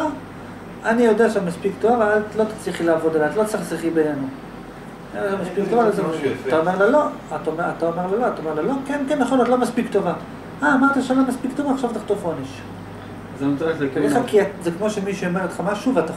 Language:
Hebrew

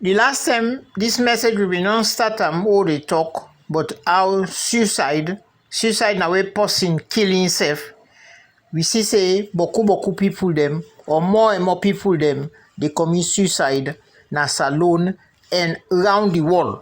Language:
Krio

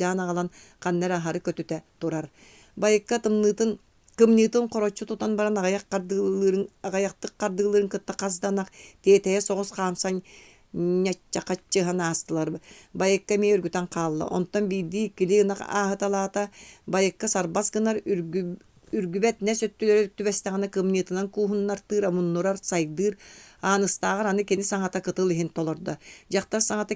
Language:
Yakut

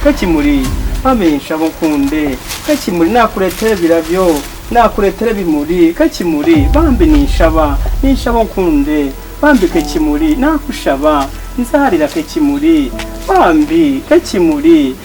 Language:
Nyankole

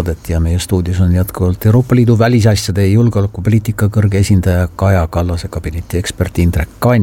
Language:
Estonian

